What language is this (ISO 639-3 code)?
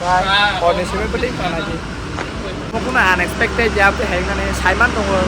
trp